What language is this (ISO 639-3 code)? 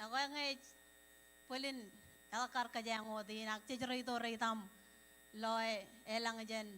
mah